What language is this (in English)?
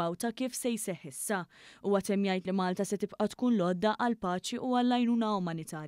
Maltese